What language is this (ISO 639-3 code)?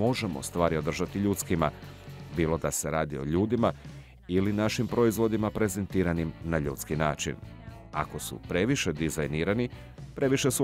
hrv